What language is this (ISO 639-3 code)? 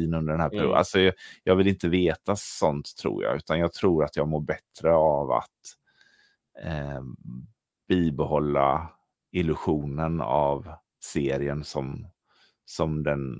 swe